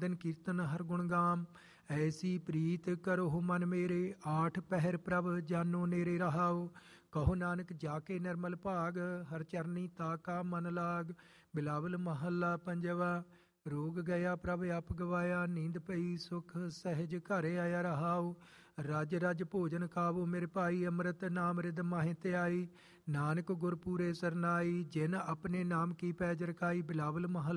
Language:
Punjabi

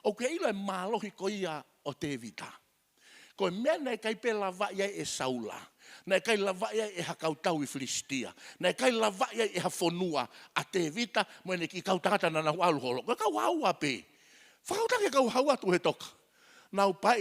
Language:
Tongan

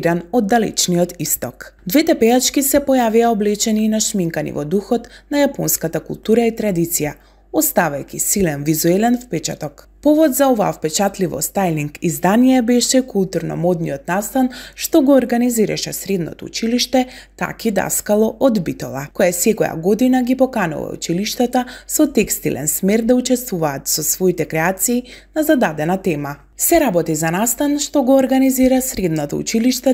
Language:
Macedonian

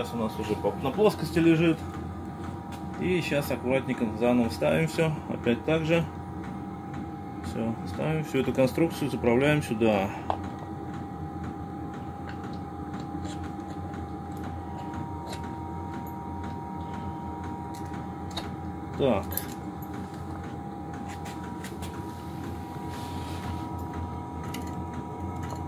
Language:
Russian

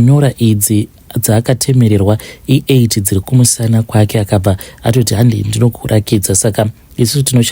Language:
Shona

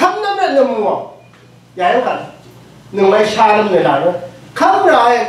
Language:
Rawang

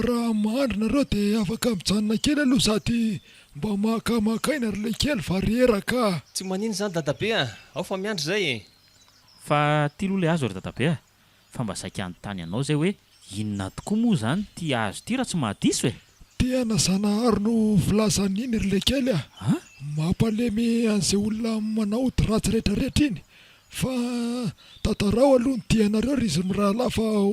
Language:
Malagasy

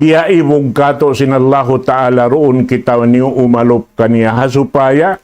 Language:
Tausug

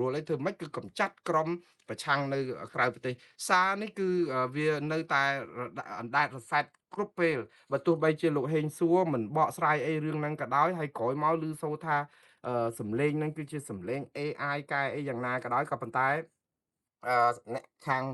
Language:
Khmer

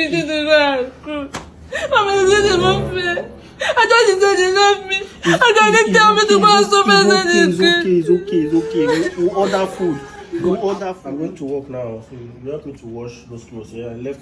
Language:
Nigerian Pidgin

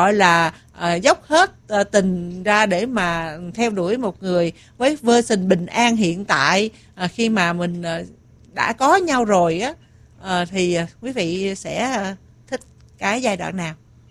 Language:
Vietnamese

